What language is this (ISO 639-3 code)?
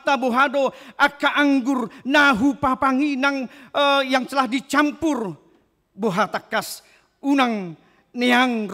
bbc